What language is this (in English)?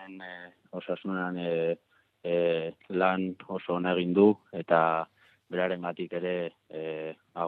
Basque